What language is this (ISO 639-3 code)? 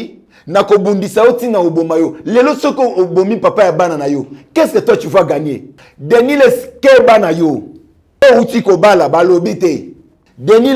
lin